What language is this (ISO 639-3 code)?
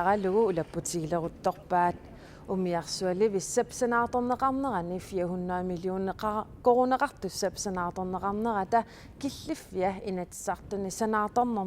kal